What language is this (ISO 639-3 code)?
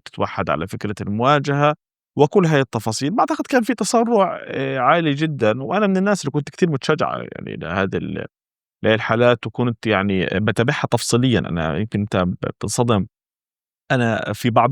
apc